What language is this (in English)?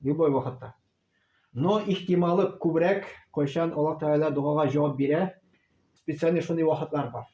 Tatar